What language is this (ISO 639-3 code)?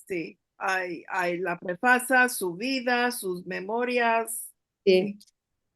lad